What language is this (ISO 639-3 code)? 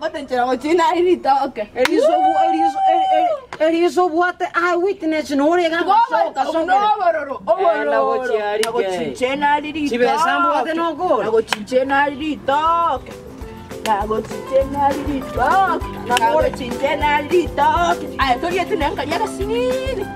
guz